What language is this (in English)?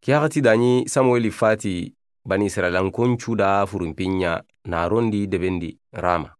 Soninke